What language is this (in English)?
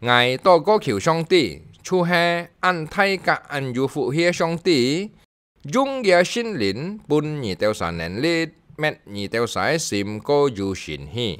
Hakka Chinese